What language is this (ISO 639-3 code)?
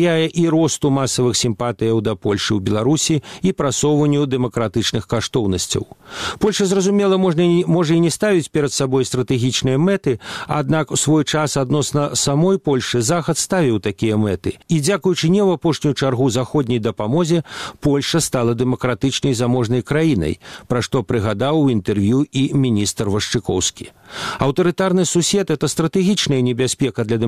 bel